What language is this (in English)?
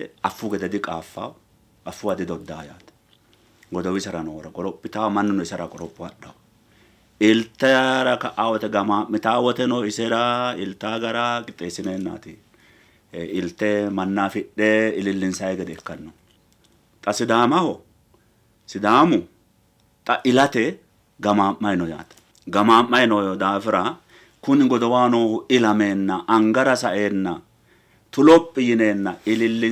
Sidamo